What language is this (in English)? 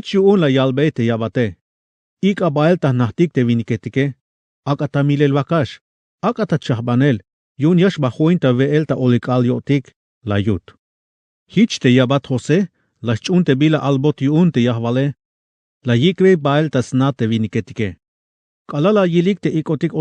Tzeltal